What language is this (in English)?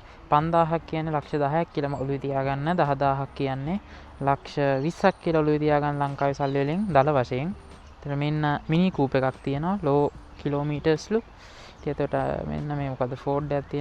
Sinhala